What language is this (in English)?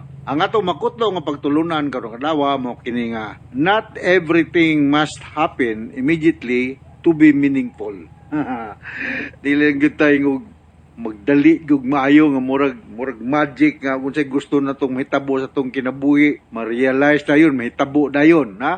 Cebuano